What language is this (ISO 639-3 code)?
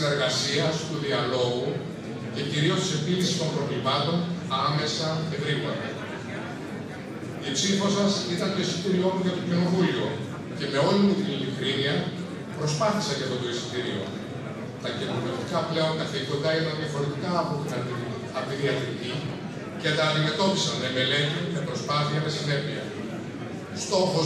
ell